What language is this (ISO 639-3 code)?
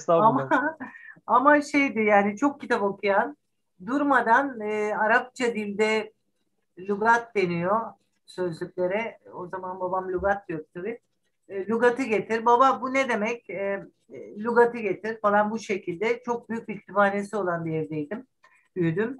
tur